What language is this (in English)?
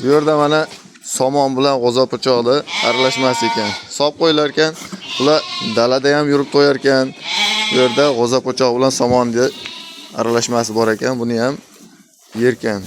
Uzbek